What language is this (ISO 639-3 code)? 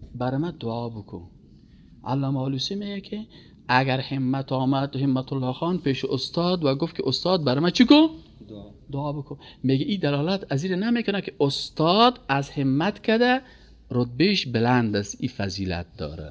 fas